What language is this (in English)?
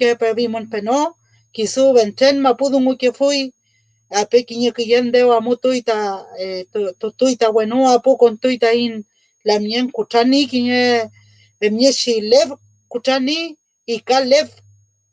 Mapuche